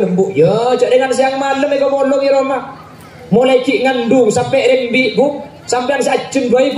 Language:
Madurese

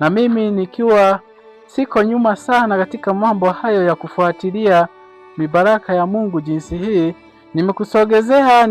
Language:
Swahili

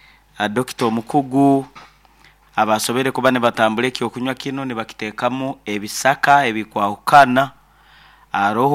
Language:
Nyankole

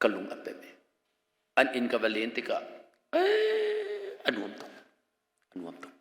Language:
Hakha Chin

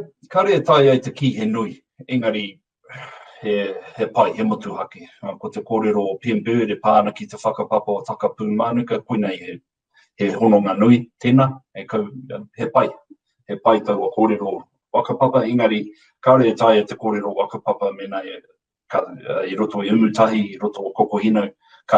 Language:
Māori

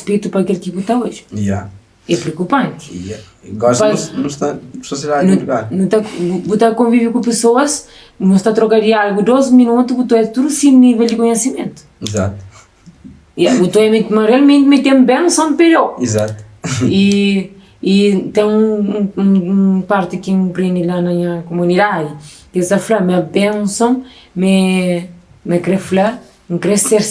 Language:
Kabuverdianu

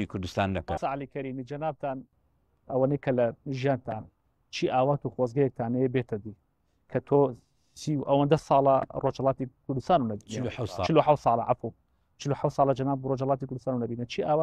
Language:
Central Kurdish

